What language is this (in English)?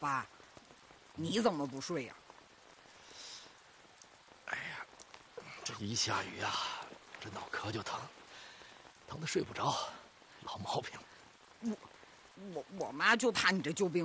Chinese